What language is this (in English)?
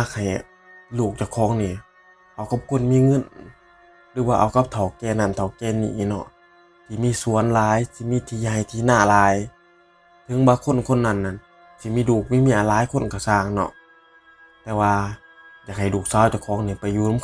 Northeastern Thai